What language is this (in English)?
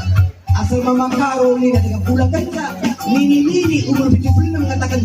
Batak Karo